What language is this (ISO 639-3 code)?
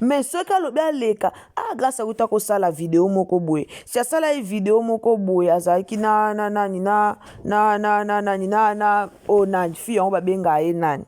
lin